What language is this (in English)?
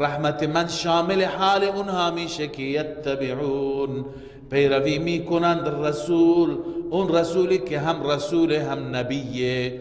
Persian